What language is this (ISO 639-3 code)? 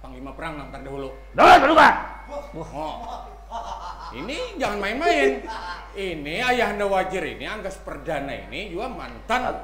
bjn